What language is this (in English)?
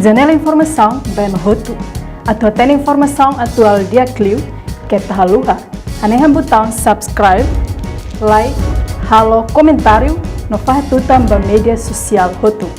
Tetum